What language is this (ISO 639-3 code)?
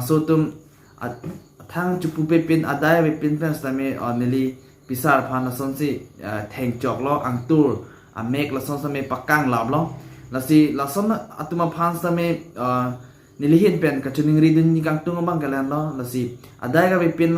mjw